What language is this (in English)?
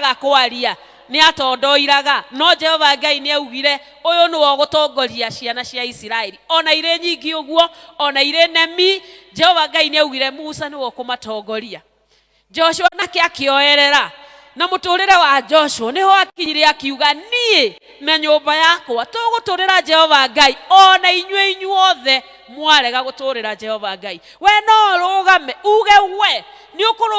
Kikuyu